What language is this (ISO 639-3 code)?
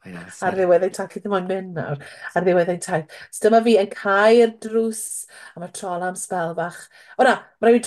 cym